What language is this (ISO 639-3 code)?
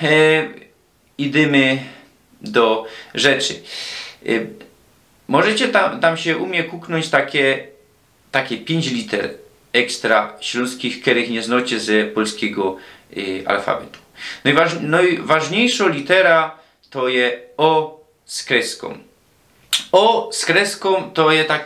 szl